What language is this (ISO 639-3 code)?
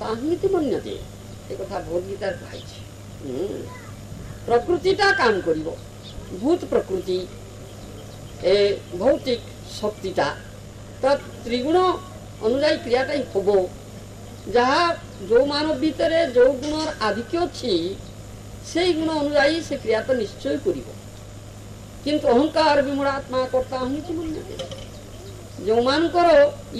ori